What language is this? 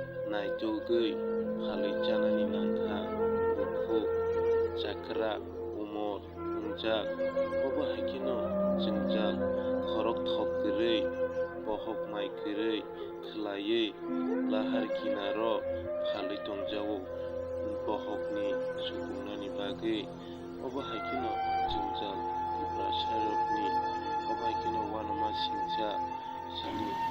Kok Borok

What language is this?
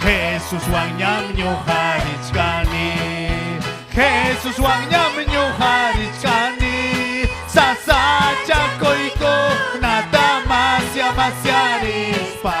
Ayacucho Quechua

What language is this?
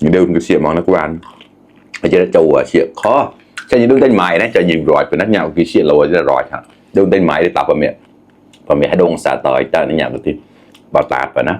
Mon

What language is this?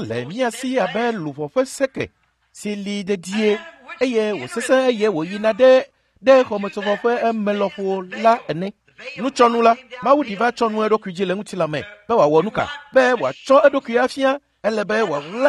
Ewe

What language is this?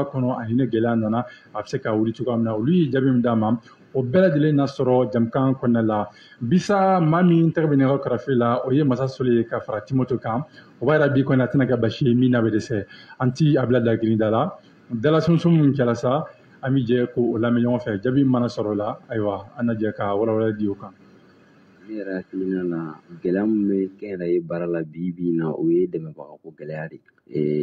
Bambara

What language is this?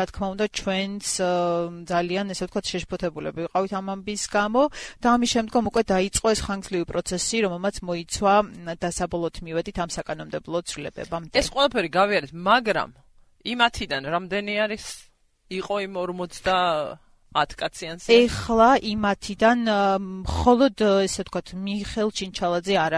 Georgian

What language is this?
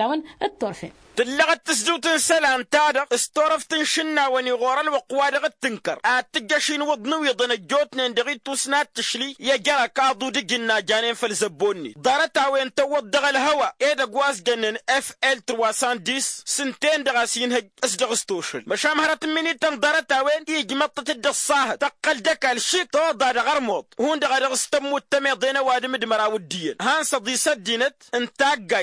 Tamasheq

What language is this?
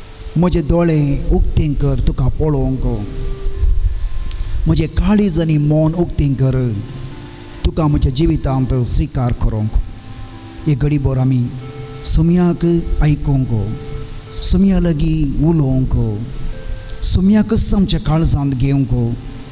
Konkani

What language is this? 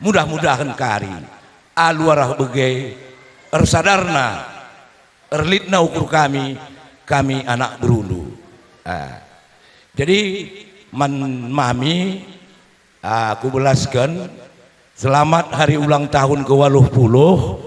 Batak Karo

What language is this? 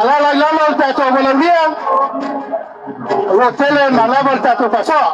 Samoan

